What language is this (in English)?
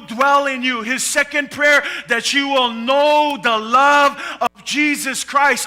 Samoan